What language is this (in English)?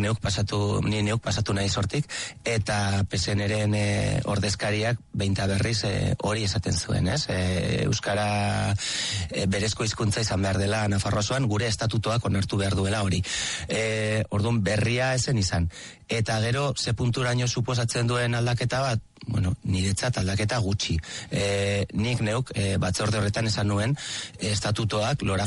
Basque